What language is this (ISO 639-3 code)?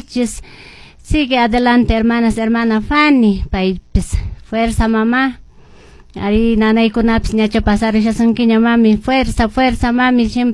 que